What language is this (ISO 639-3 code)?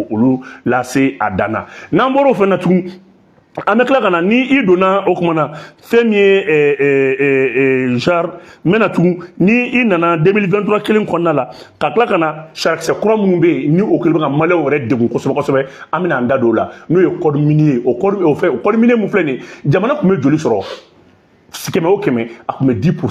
bam